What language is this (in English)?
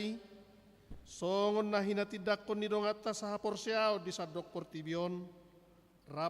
Batak Toba